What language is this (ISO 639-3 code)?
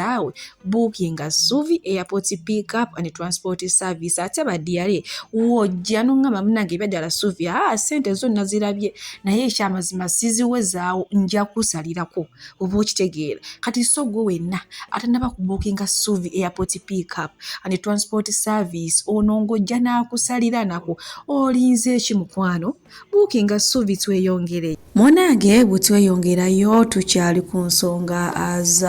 lug